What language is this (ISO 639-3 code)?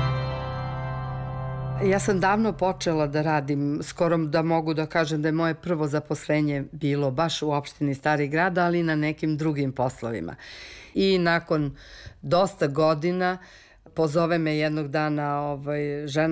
srp